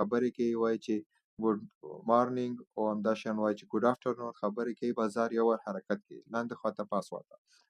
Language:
Pashto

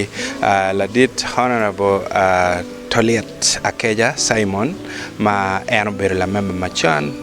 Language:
Acoli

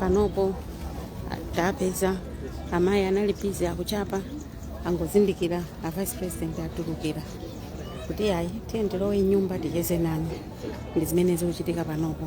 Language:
Nyanja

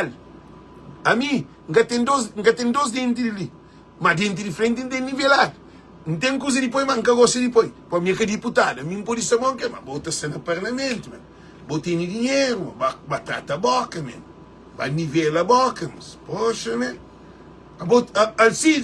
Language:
Kabuverdianu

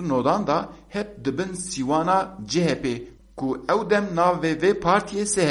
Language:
Kurdish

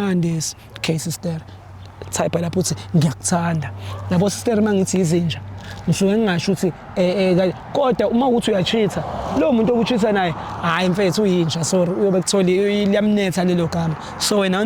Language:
Zulu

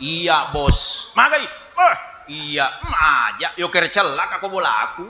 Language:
Buginese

